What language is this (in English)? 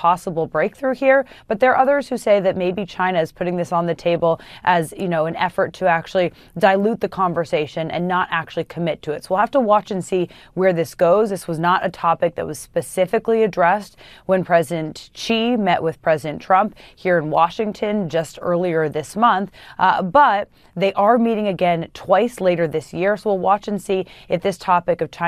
English